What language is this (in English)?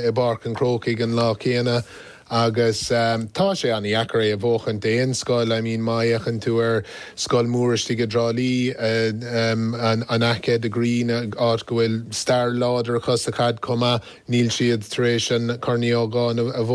Irish